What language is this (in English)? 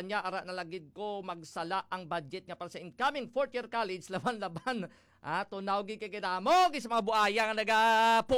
Hiligaynon